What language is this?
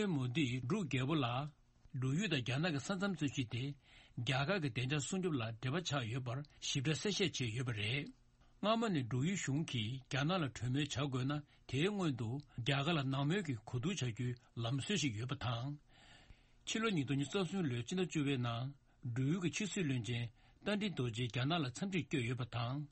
Tibetan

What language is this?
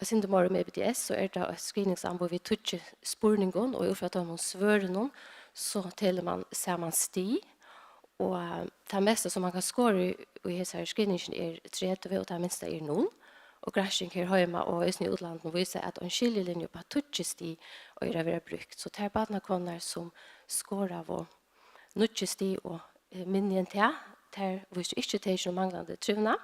Faroese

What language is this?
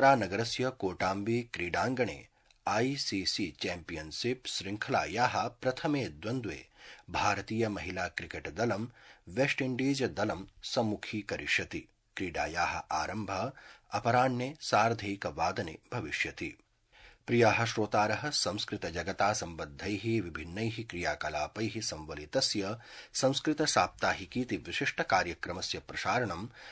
Sanskrit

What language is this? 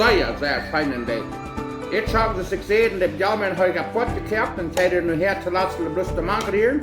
Plautdietsch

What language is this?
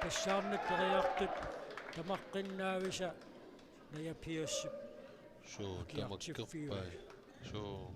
Kalaallisut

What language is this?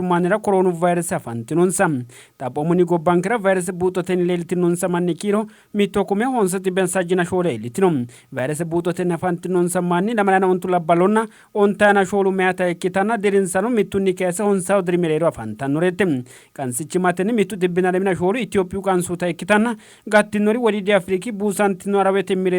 Sidamo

